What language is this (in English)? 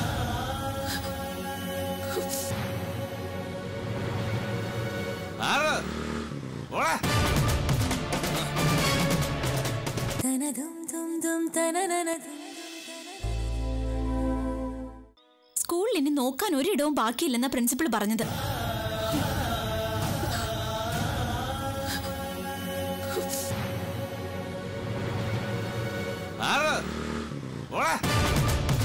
Malayalam